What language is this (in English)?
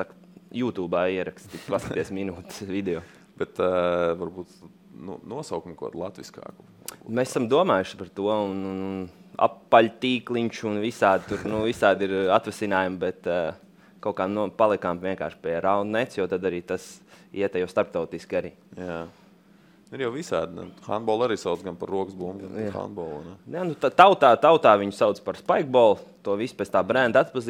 Latvian